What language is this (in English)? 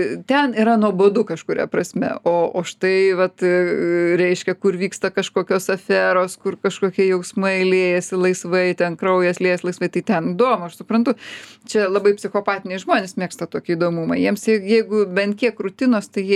Lithuanian